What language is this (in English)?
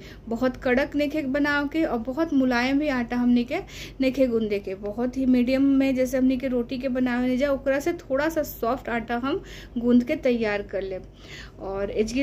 Bhojpuri